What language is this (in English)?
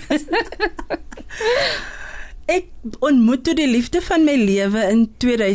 Afrikaans